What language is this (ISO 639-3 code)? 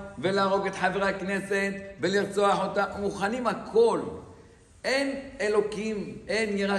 heb